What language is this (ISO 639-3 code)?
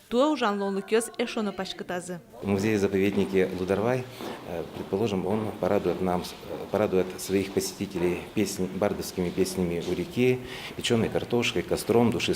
udm